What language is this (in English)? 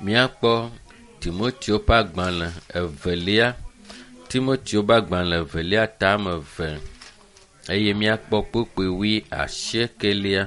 Ewe